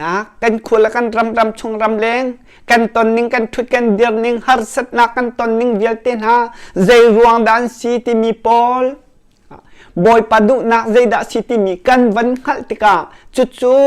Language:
Hakha Chin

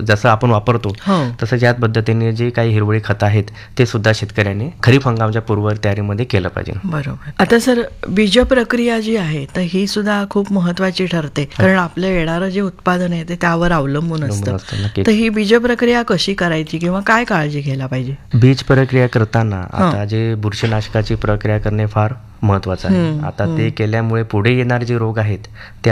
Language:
Marathi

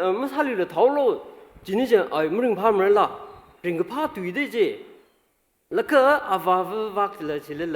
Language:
Tangkhul Naga (India)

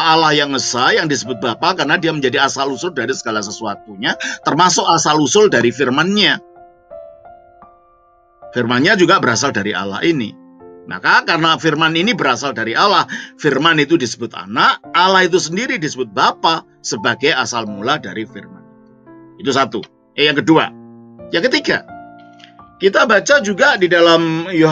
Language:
Indonesian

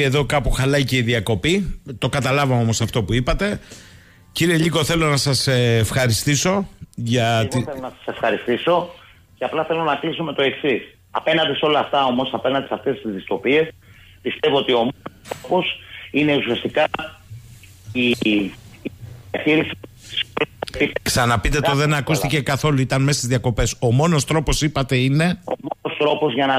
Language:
Greek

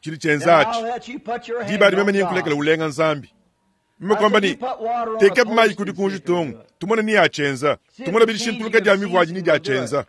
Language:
Luba-Lulua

